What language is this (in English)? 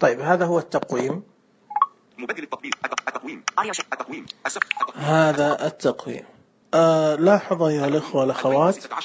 Najdi Arabic